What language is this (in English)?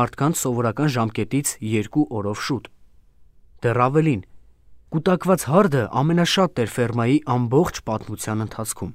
Armenian